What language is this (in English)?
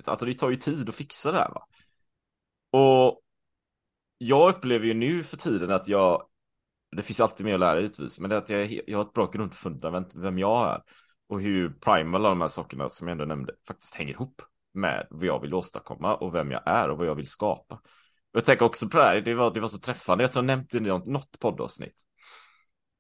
Swedish